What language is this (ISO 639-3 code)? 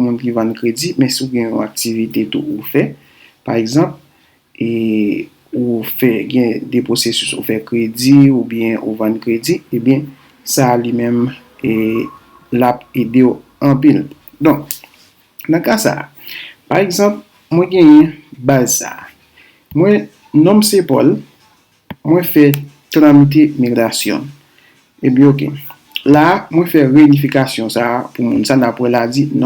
hat